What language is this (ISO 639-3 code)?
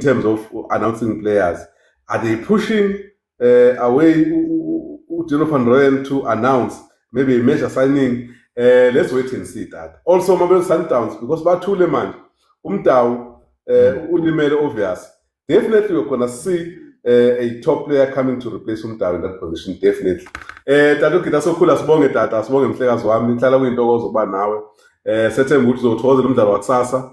zul